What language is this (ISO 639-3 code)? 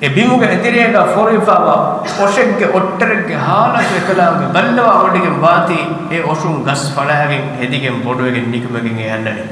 div